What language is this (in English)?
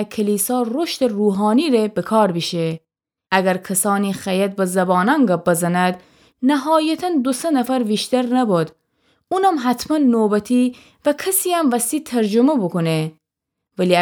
Gilaki